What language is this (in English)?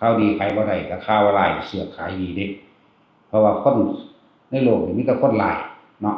Northeastern Thai